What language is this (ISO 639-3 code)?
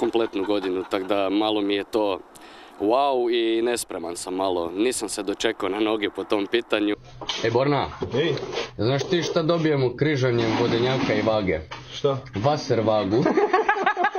hrv